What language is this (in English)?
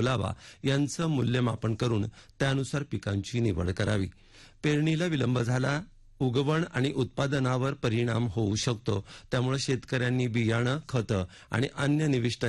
Marathi